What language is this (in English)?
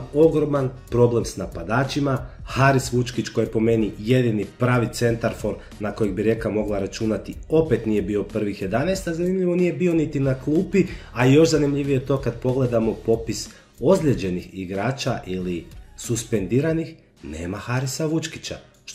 Croatian